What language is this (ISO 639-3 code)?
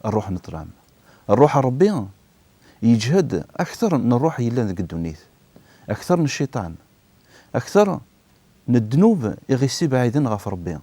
kab